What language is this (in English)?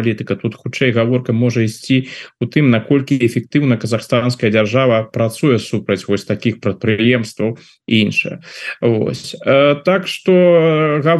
Belarusian